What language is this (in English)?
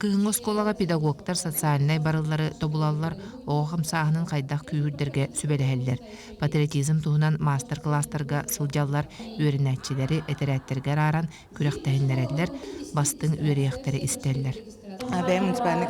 Yakut